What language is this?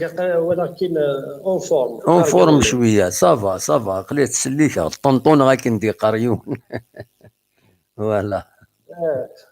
Kabyle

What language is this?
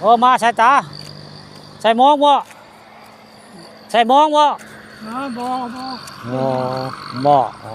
Northeastern Thai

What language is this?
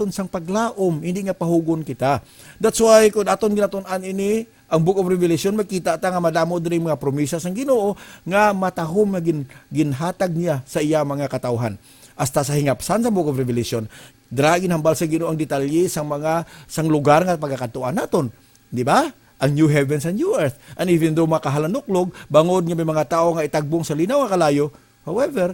Hiligaynon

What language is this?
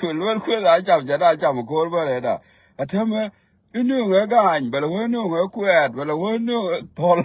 Nuer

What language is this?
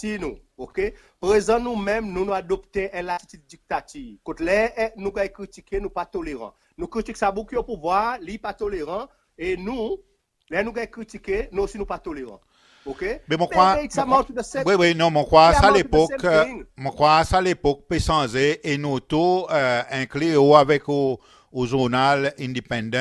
Seselwa Creole French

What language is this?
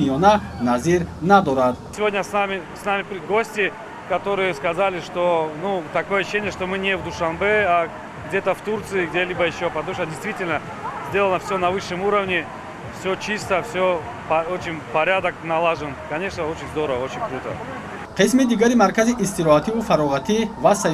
Tajik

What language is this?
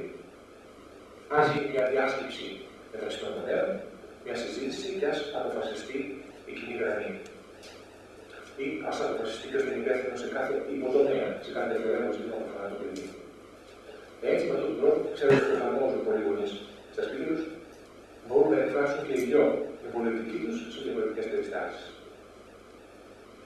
Greek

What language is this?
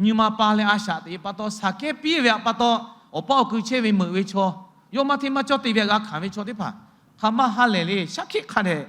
Lahu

